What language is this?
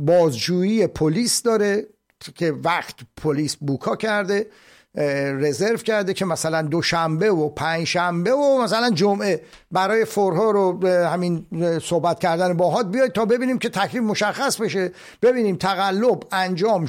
Persian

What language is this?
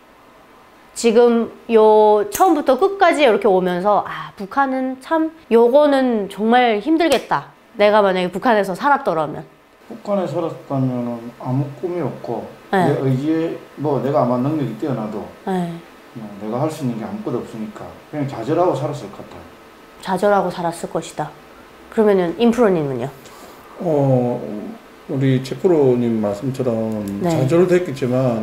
Korean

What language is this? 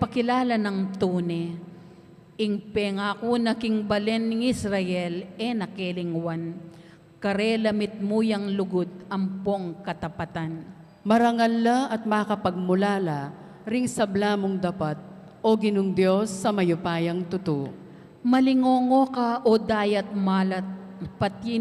Pampanga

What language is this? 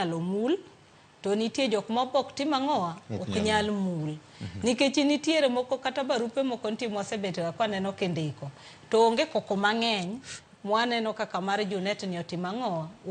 Luo (Kenya and Tanzania)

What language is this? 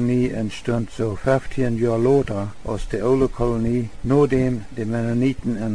Plautdietsch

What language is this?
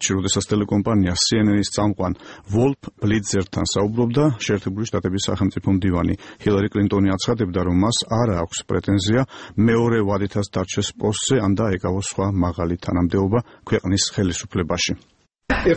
Georgian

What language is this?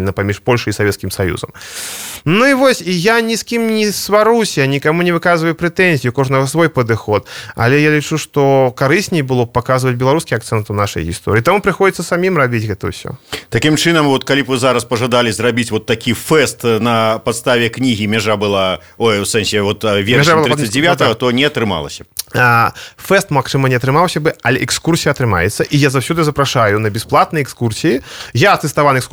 Belarusian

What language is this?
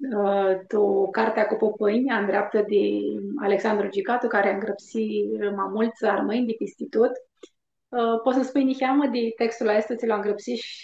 Aromanian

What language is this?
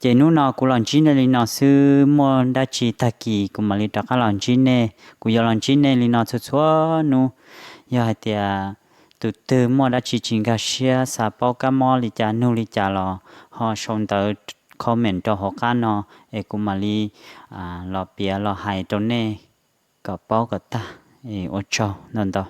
Hmong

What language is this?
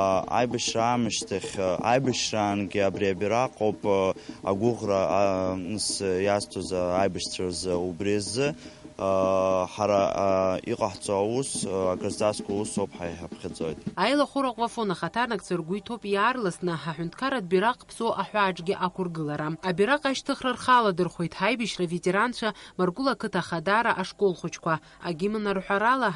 Abkhazian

